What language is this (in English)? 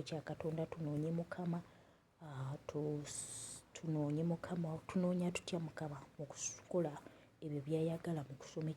Ganda